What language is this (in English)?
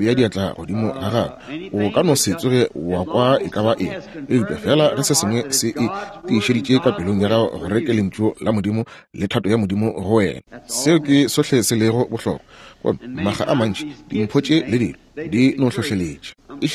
Northern Sotho